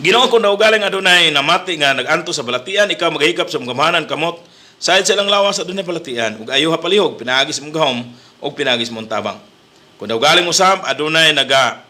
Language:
Cebuano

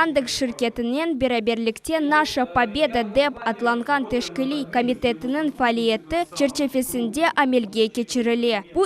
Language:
Crimean Tatar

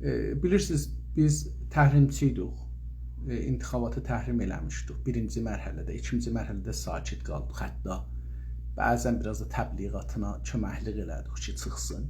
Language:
South Azerbaijani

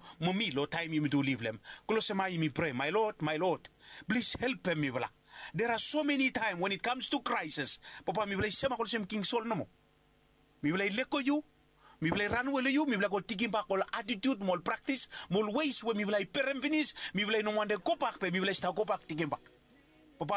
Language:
Bislama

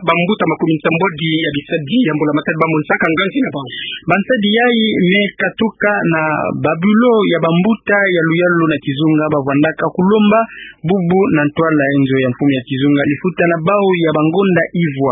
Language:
Kituba (Democratic Republic of Congo)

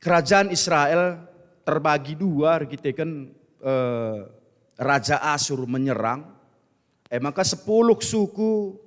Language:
Batak Karo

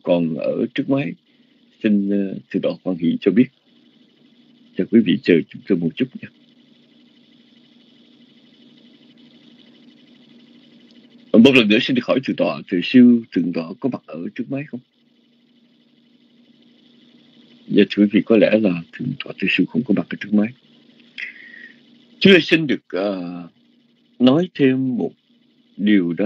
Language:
Vietnamese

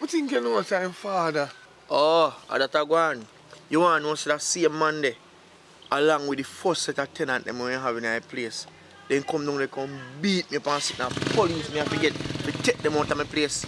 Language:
Jamaican Creole English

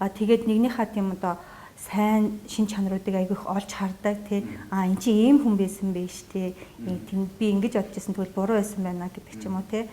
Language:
Mongolian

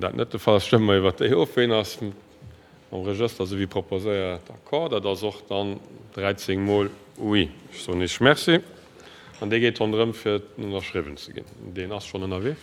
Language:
Luxembourgish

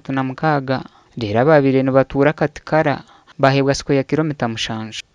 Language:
Nyankole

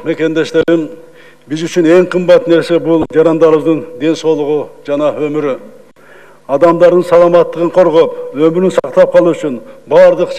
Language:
Kyrgyz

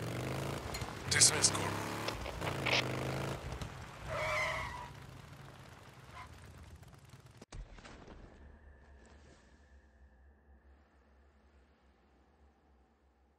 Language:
English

